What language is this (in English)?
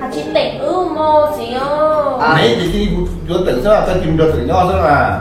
Hmong